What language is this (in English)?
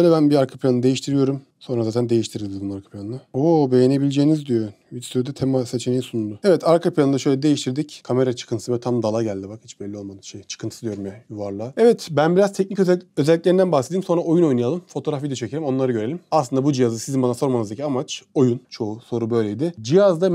Turkish